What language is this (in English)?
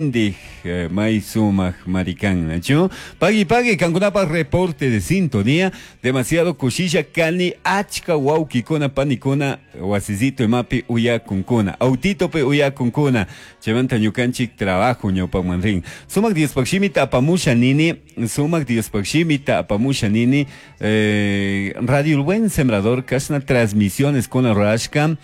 Chimborazo Highland Quichua